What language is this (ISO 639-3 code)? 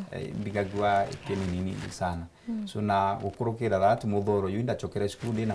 mer